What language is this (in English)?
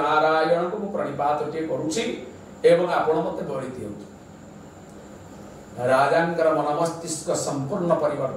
Odia